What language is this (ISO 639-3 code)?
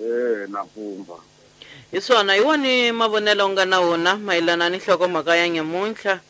tso